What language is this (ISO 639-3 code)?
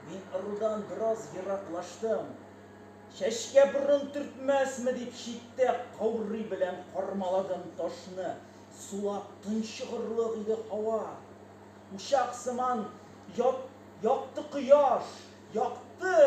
tat